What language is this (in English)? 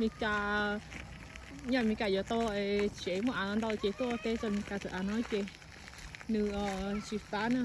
Hmong